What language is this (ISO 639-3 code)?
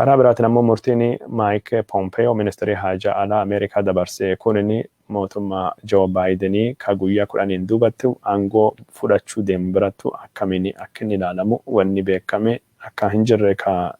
orm